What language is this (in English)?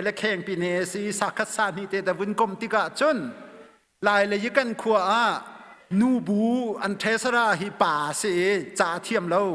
Hakha Chin